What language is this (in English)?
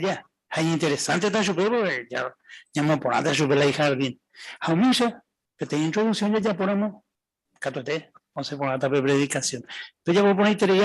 Guarani